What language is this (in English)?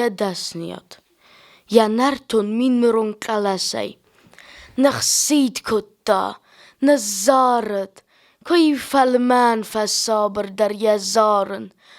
Ossetic